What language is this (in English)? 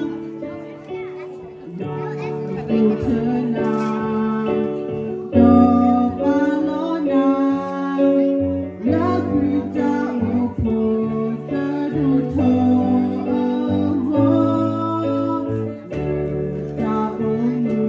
S'gaw Karen